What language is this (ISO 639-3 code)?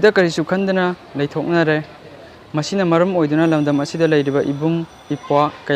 mni